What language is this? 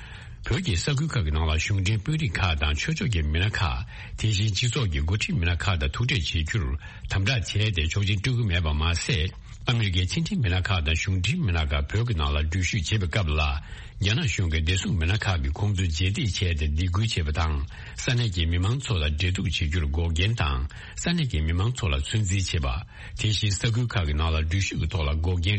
Tibetan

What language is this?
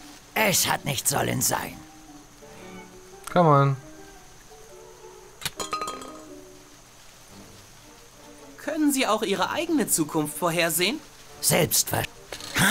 German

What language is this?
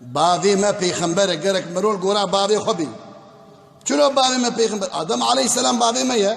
Kurdish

